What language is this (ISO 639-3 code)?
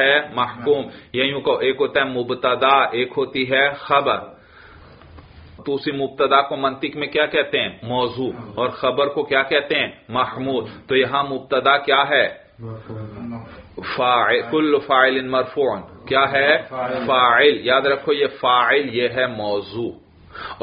urd